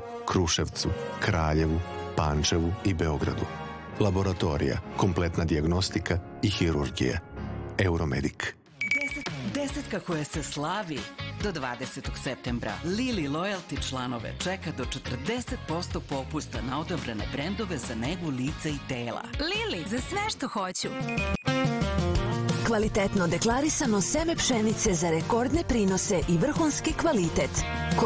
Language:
Serbian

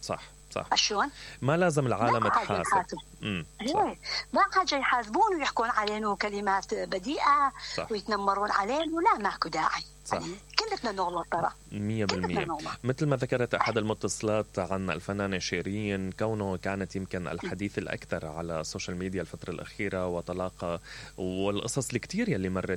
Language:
Mesopotamian Arabic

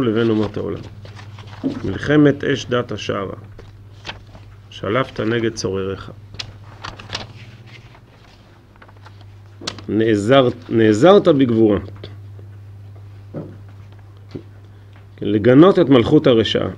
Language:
Hebrew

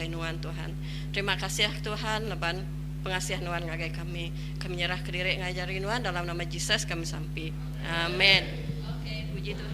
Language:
Iban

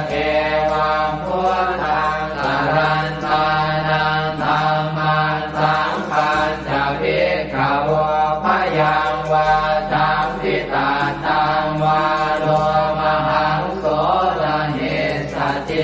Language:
Pali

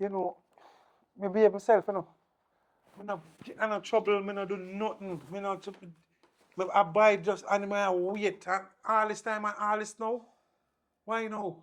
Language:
Jamaican Creole English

